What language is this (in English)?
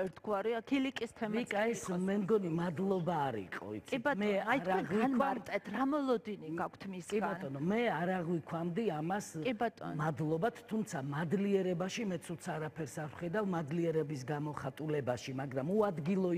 Georgian